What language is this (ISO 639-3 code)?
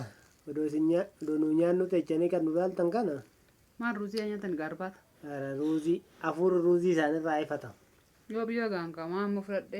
orm